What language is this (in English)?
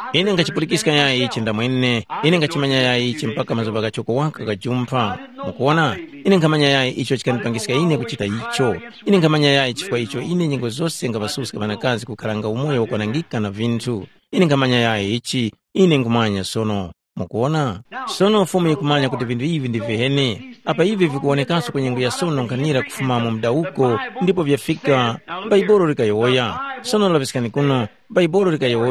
Tumbuka